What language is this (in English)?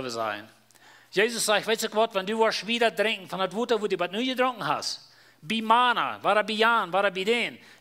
Plautdietsch